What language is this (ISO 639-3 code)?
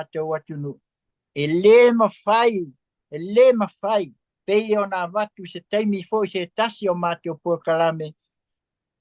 smo